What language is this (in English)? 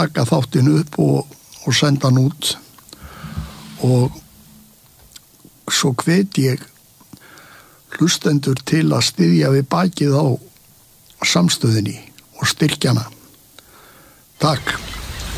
Icelandic